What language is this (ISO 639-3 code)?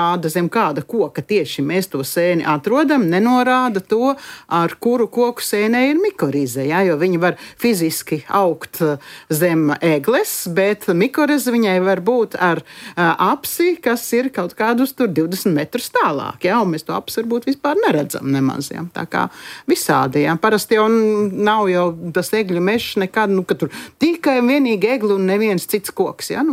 lav